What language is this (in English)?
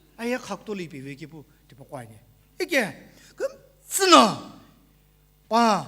Sumi Naga